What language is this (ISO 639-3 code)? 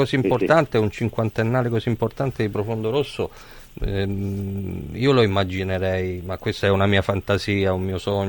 ita